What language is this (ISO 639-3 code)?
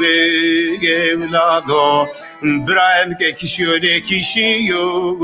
zza